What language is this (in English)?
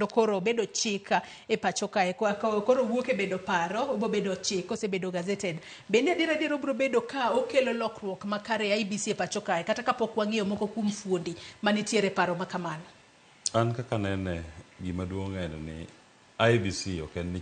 Luo (Kenya and Tanzania)